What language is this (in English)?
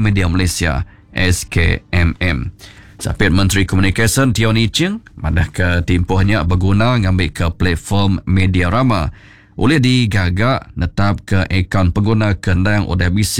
Iban